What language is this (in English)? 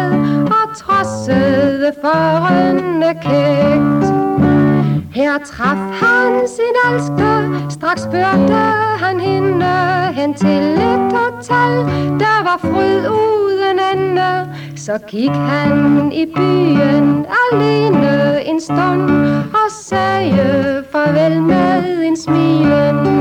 Danish